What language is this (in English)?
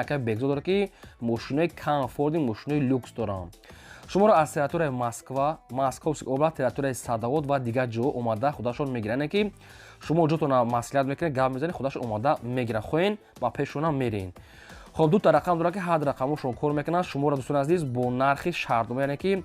Tajik